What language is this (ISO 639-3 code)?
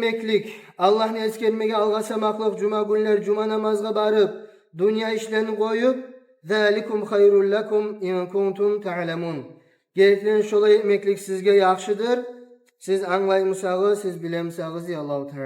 kum